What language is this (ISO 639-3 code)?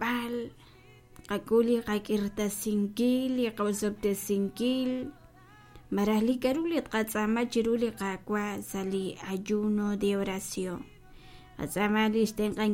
kek